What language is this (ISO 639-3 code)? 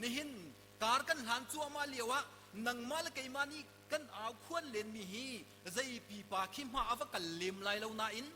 cnh